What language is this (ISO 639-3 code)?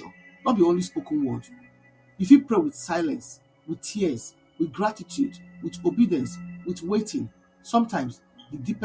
pcm